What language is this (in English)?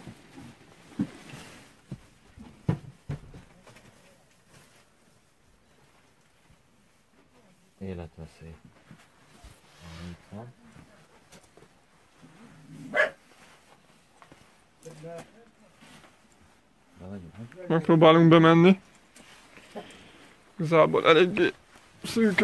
Hungarian